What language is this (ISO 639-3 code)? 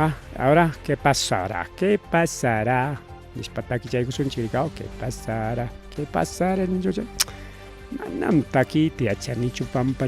quy